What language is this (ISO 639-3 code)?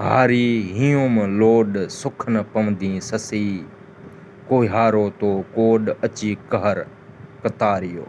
snd